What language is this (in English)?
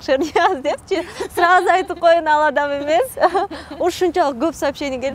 Kyrgyz